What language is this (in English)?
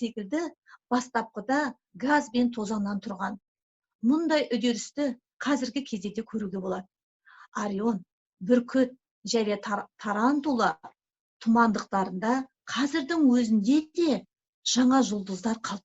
Kazakh